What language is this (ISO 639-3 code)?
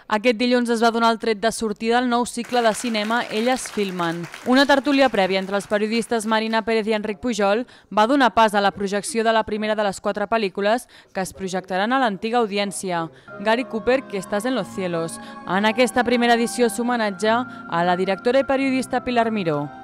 cat